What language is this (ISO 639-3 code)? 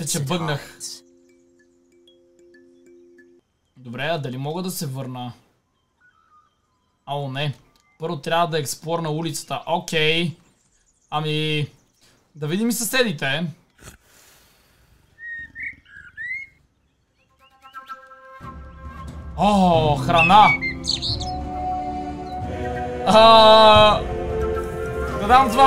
bul